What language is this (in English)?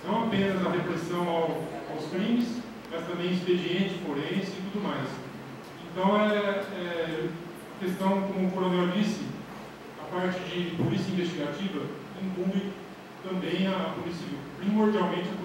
Portuguese